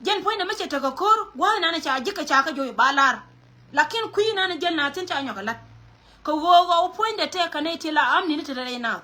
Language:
Nuer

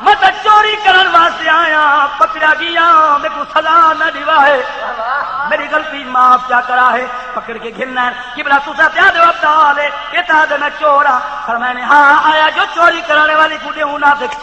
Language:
Saraiki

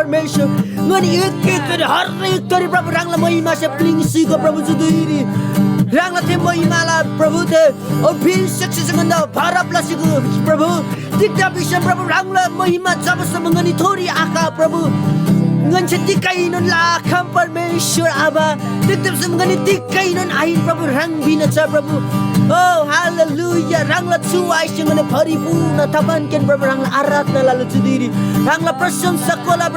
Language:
Eastern Tamang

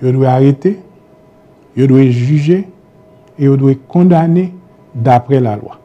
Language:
Haitian Creole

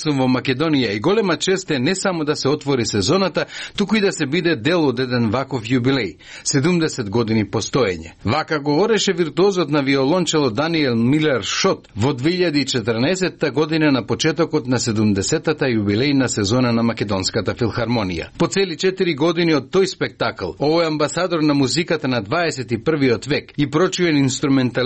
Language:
Macedonian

